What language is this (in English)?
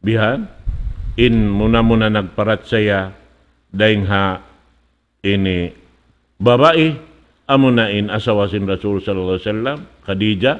Tausug